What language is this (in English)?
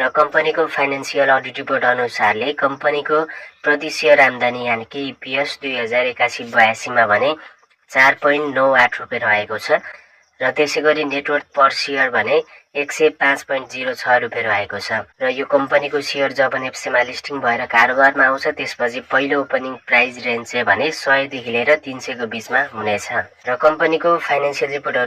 Nepali